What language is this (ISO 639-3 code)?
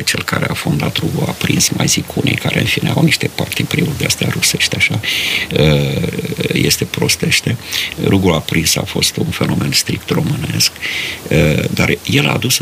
ron